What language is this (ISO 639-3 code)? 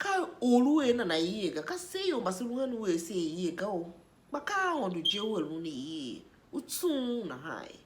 tiv